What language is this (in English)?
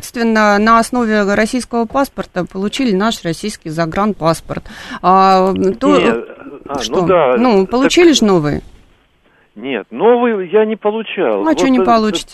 Russian